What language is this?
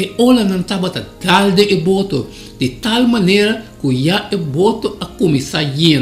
Papiamento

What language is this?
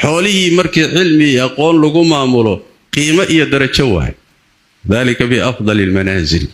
Somali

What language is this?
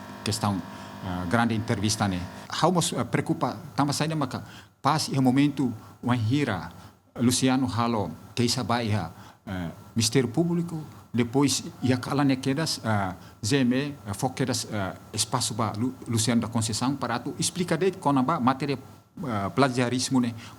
Tetum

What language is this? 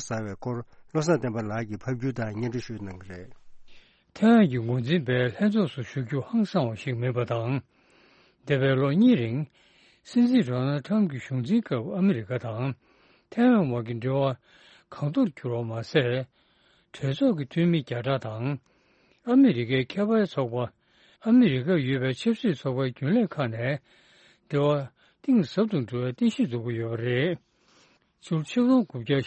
Tibetan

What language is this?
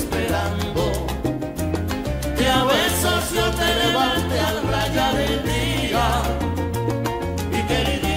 Spanish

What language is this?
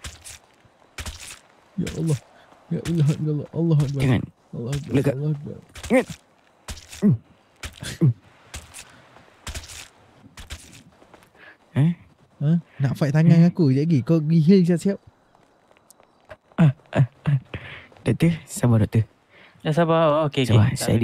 Malay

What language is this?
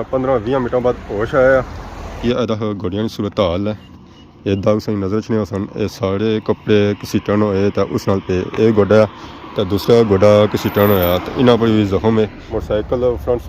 Pahari-Potwari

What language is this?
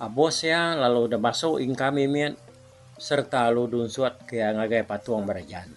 Iban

